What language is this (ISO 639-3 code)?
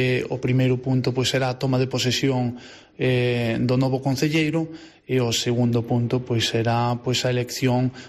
glg